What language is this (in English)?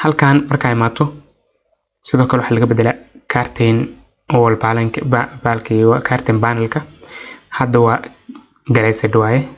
Somali